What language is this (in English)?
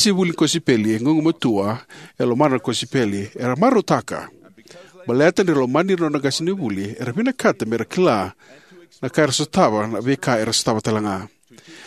Fijian